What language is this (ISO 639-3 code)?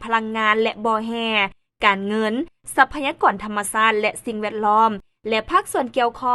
lao